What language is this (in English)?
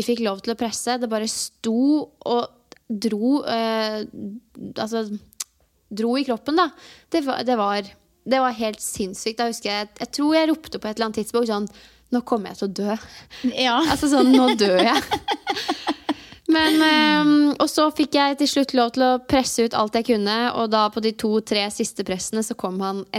Norwegian